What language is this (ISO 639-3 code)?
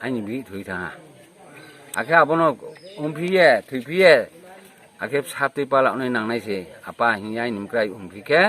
ria